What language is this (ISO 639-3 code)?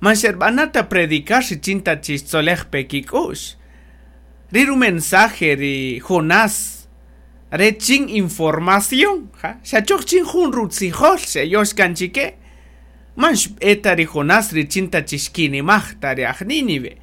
cak